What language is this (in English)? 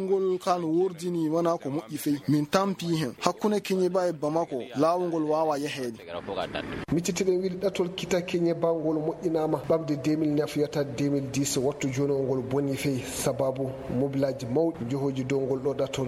Fula